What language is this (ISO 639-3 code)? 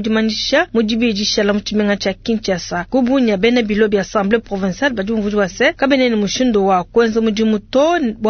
lua